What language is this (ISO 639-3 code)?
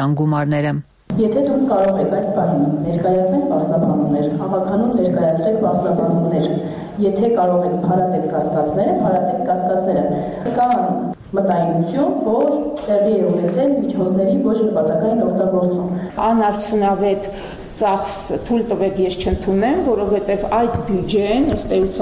hye